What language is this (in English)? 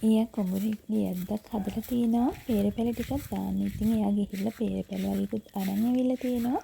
Sinhala